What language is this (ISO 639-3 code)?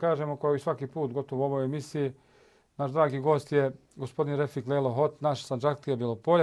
bos